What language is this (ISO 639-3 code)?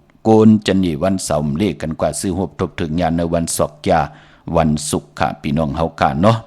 shn